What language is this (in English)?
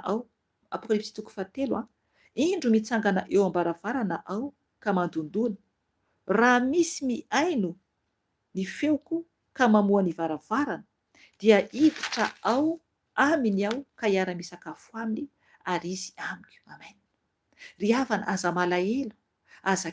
Malagasy